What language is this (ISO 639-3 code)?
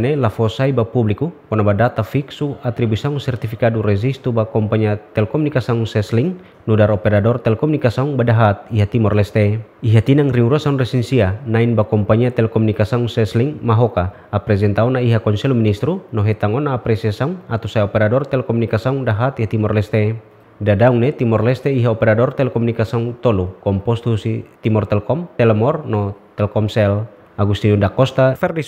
tet